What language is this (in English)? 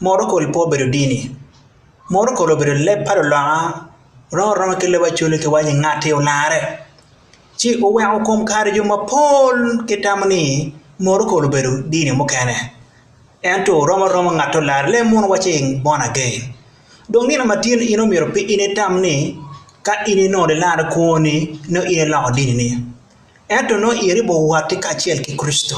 Acoli